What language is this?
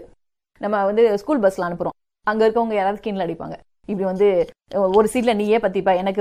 Tamil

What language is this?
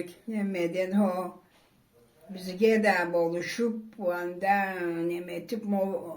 Karachay-Balkar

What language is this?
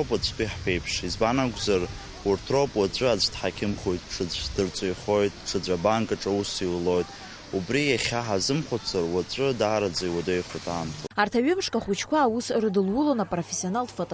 Abkhazian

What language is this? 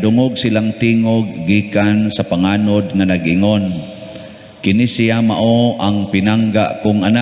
Cebuano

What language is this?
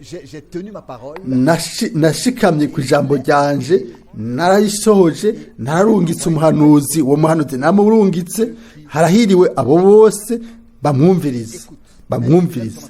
Rundi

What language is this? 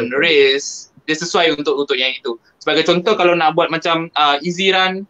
Malay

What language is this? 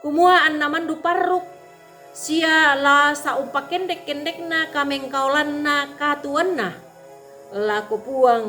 Toraja-Sa'dan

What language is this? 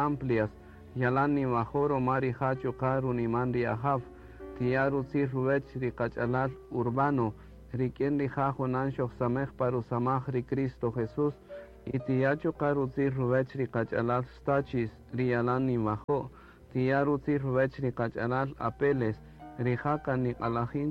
Kaqchikel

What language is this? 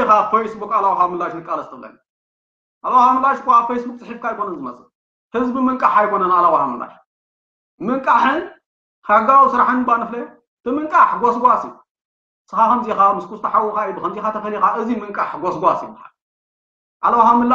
Tigrinya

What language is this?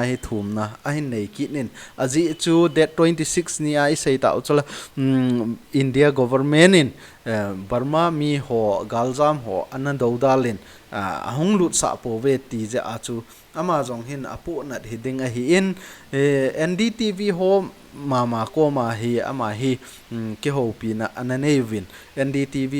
Thado Chin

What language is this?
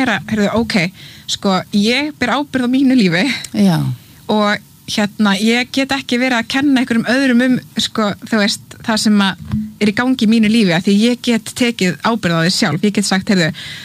Icelandic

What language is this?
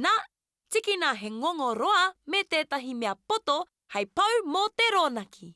Māori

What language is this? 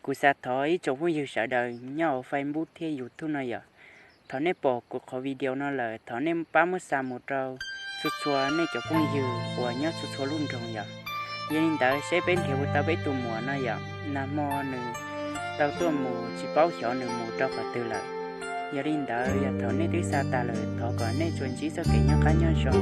Hmong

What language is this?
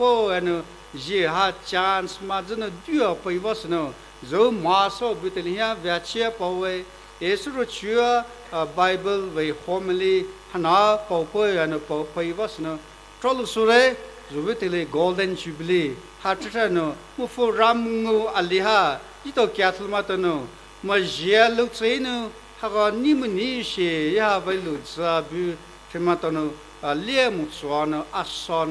Poumei Naga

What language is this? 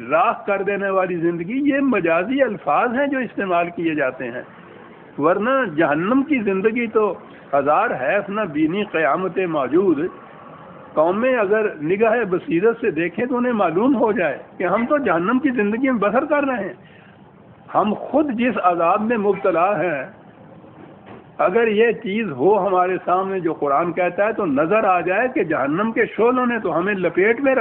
Urdu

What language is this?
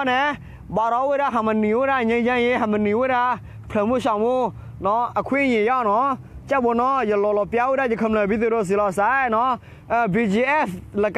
S'gaw Karen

